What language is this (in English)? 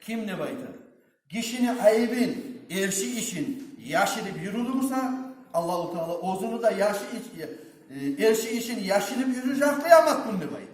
Kumyk